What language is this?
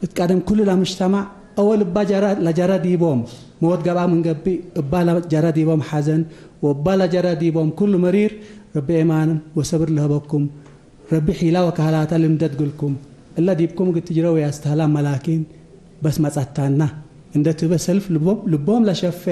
Tigre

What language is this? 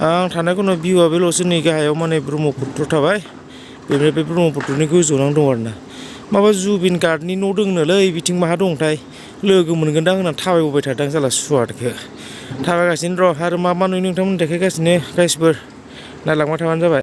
Bodo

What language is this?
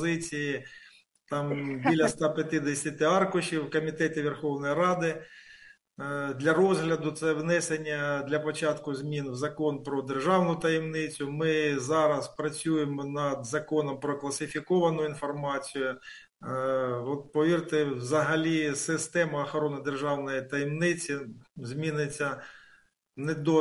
Ukrainian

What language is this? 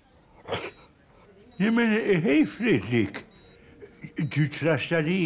Swedish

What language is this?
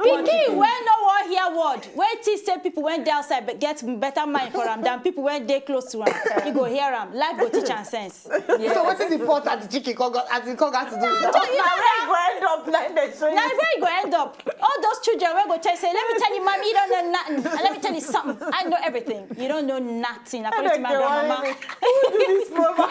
Nigerian Pidgin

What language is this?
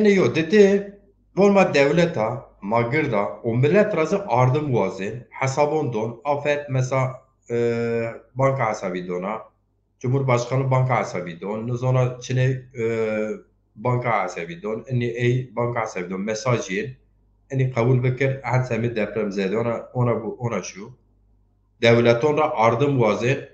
Zaza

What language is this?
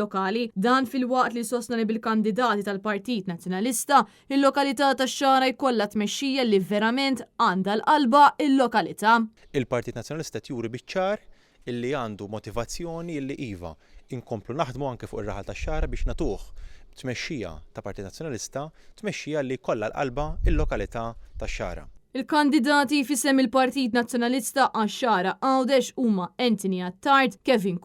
Maltese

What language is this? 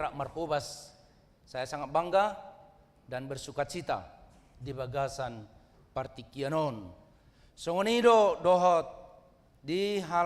Batak Toba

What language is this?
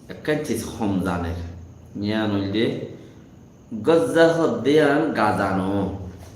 Rohingya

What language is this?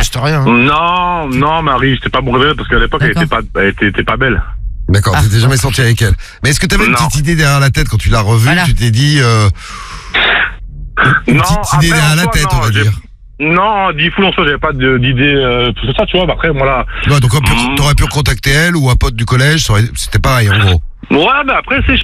French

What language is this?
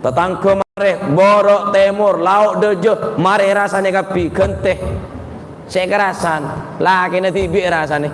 Madurese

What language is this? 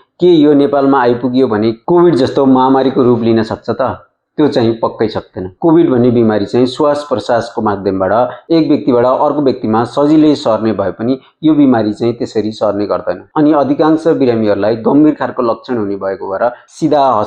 Nepali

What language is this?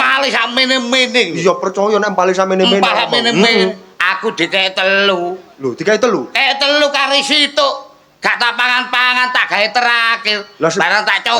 Javanese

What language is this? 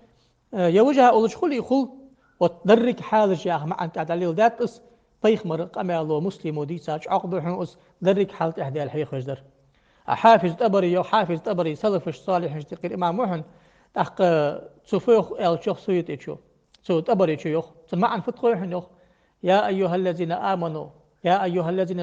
Ingush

